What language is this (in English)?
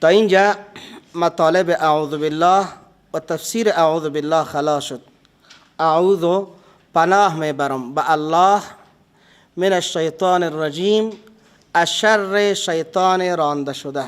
Persian